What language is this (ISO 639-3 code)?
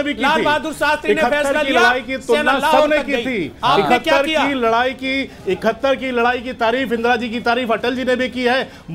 hin